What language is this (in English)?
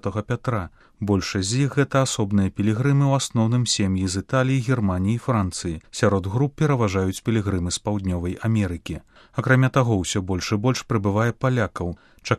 Belarusian